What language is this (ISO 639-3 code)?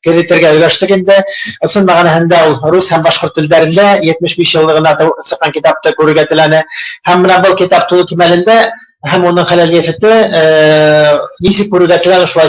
bak